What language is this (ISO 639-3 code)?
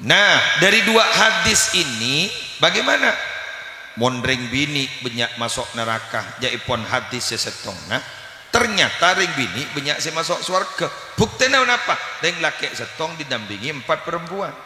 mad